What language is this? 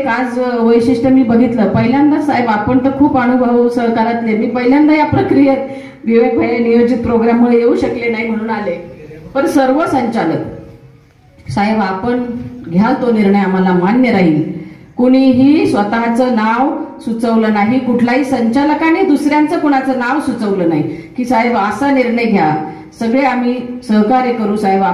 Marathi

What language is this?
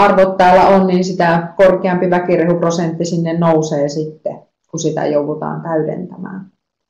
Finnish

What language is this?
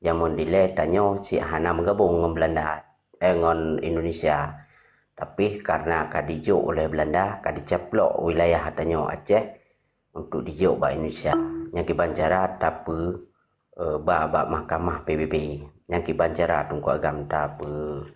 Achinese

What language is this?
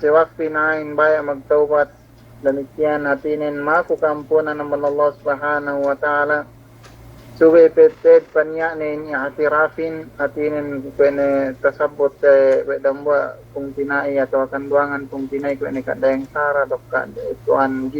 Yakan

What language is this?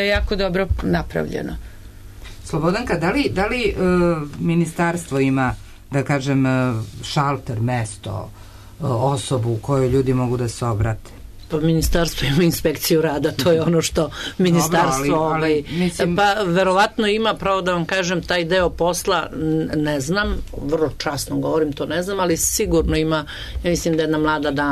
Serbian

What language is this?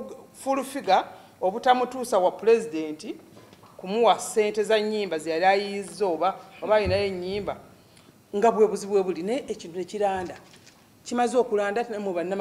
Ganda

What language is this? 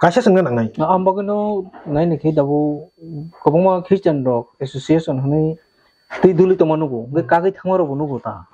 Kok Borok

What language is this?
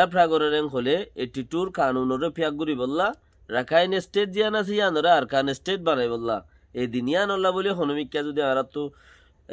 Rohingya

